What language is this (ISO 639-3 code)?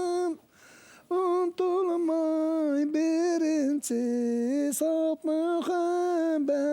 bak